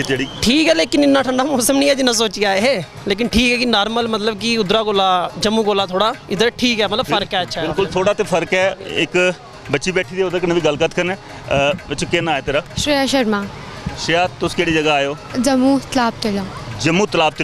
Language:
Dogri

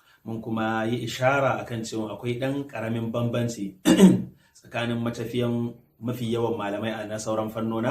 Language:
Hausa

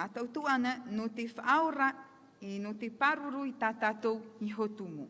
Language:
Tahitian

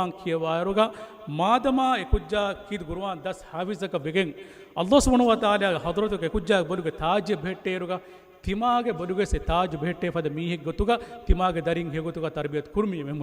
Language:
Divehi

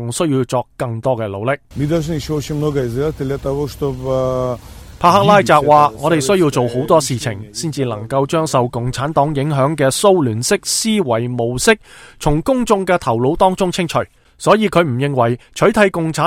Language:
Cantonese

